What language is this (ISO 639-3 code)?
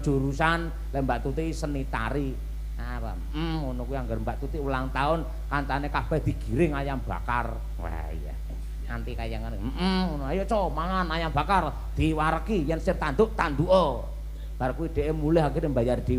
jav